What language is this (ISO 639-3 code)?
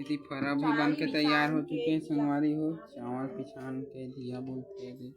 hne